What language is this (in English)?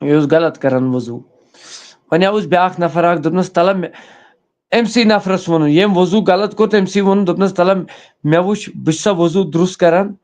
Kashmiri